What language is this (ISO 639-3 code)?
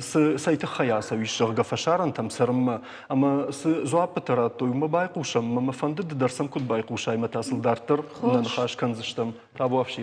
oss